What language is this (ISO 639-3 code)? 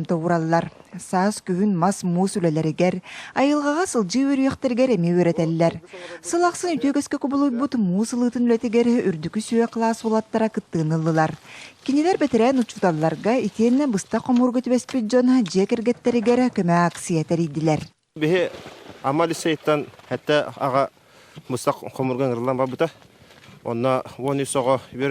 sah